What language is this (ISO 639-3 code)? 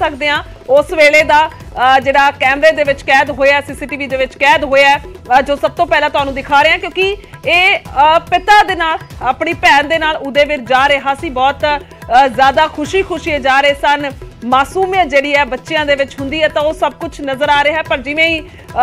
pan